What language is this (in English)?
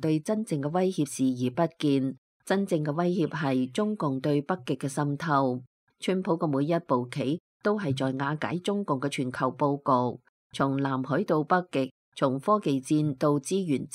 Cantonese